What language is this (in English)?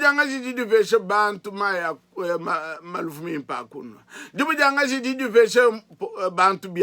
Luba-Lulua